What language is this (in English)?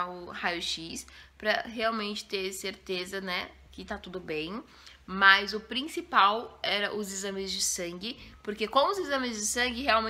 Portuguese